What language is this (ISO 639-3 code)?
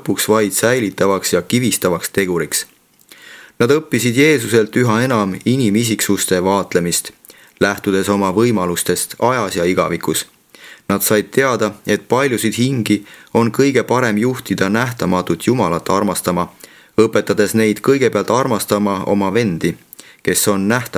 est